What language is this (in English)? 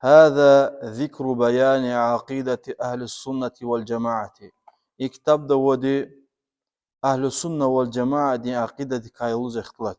Lezghian